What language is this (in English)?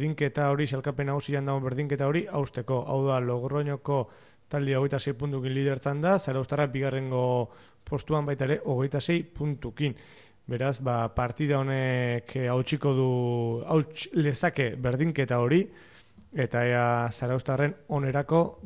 Basque